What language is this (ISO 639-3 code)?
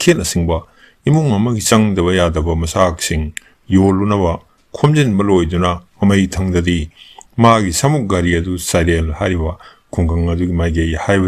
mni